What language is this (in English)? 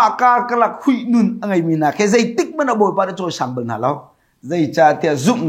Hakha Chin